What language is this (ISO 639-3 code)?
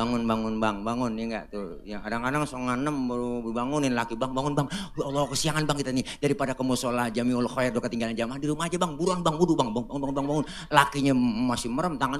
bew